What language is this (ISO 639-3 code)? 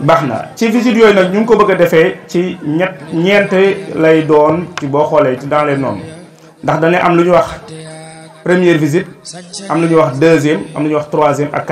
wol